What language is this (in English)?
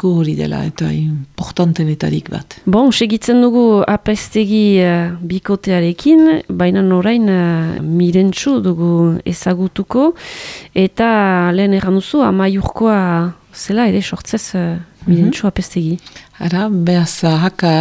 Basque